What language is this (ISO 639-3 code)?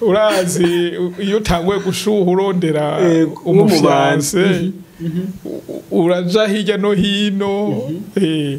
run